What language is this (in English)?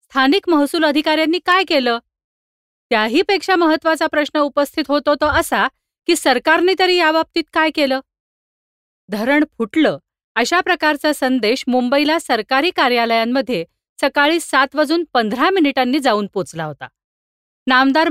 Marathi